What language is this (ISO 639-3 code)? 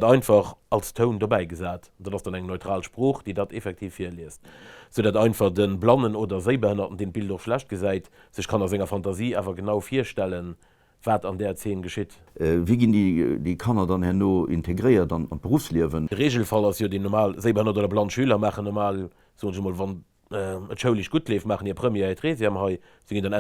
ltz